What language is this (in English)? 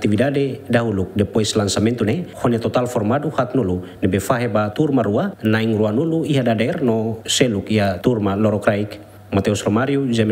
Tetum